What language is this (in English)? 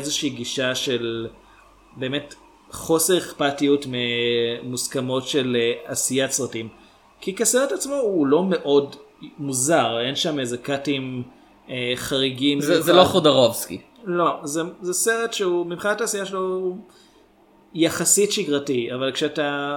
Hebrew